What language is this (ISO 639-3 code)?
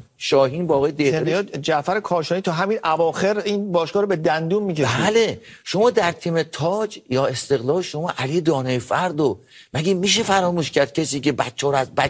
fas